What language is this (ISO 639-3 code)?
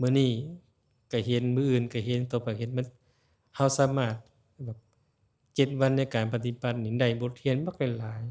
lao